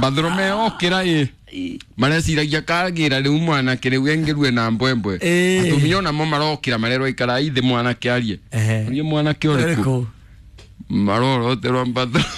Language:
Kikuyu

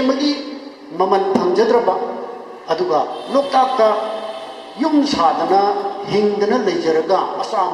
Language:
Manipuri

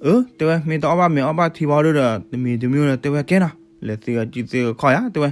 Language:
S'gaw Karen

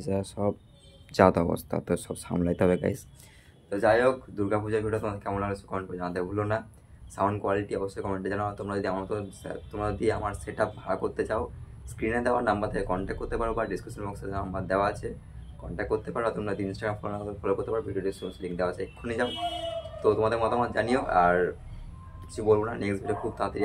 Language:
Bangla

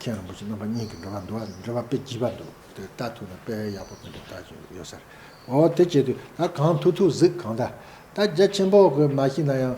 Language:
Tibetan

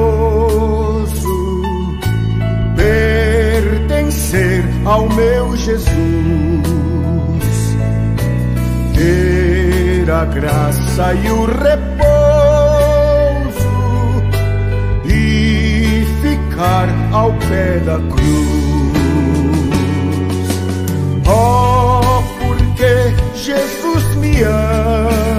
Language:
Portuguese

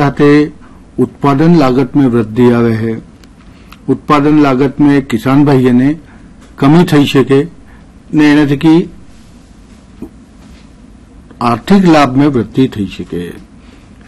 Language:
Gujarati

